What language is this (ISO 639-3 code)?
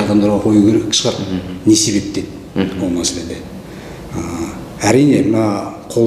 kaz